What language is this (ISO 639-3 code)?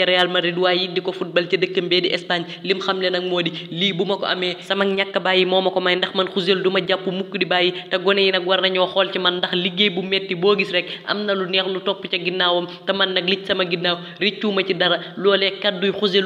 wol